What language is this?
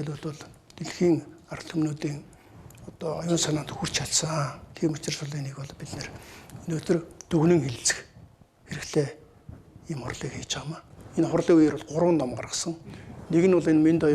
Mongolian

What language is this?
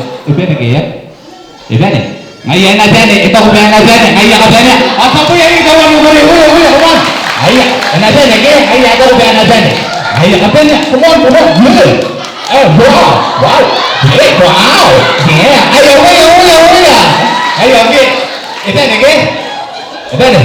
Gilbertese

